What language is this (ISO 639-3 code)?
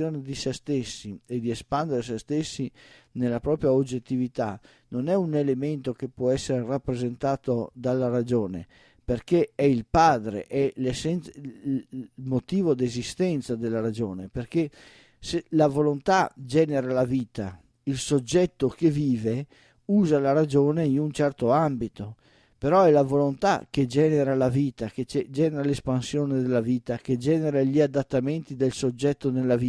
ita